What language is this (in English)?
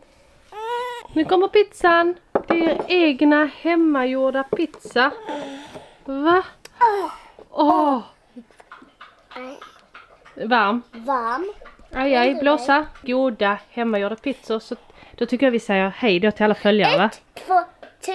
Swedish